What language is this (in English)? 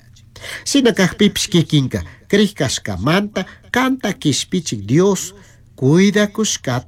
Chimborazo Highland Quichua